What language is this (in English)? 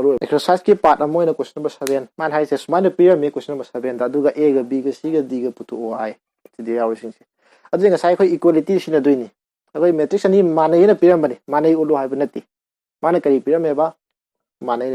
Manipuri